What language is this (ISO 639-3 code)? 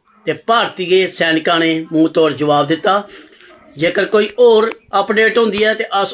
doi